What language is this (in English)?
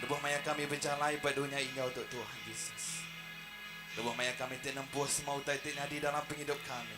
Iban